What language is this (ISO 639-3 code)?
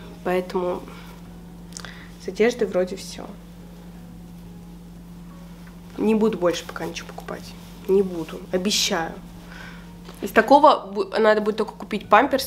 rus